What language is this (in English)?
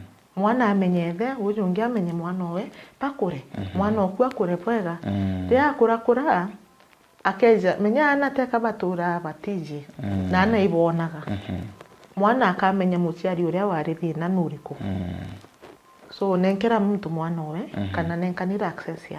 Meru